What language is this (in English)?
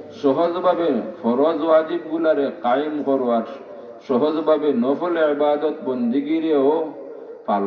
Sylheti